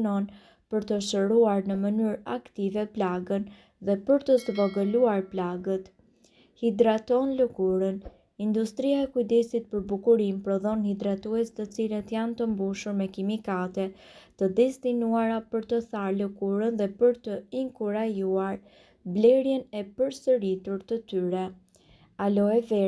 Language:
Albanian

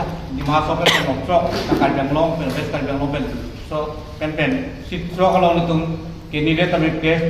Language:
Karbi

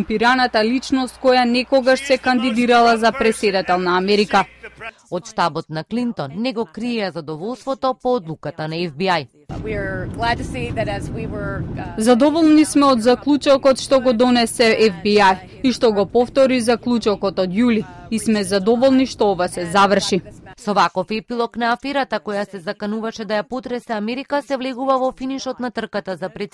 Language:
Macedonian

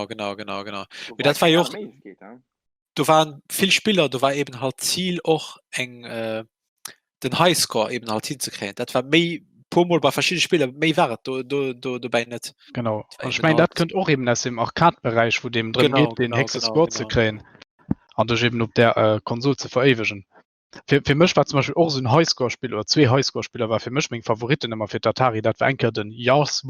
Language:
Luxembourgish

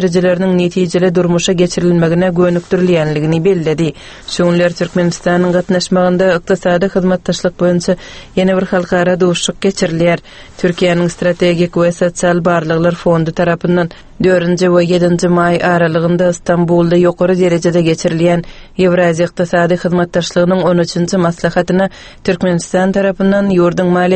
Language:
Turkmen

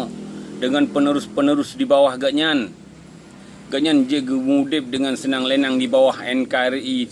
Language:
Achinese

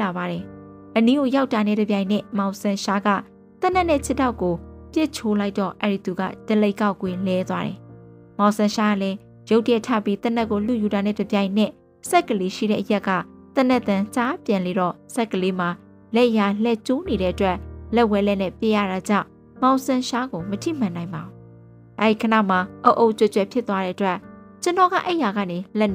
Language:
Burmese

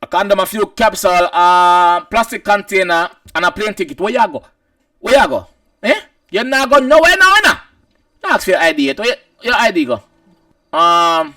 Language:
Jamaican Creole English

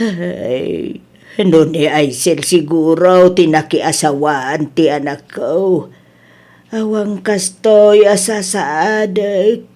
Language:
Iloko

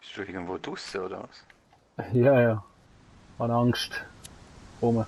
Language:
Swiss German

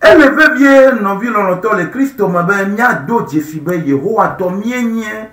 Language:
Ewe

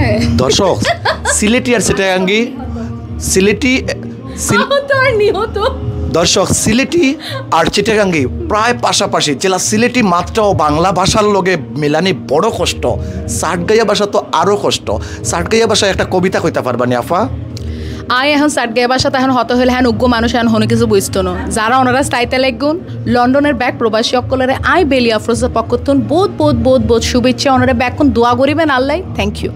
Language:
Sylheti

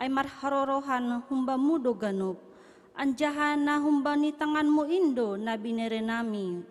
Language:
Batak Simalungun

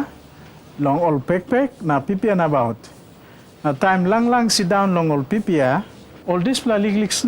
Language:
Tok Pisin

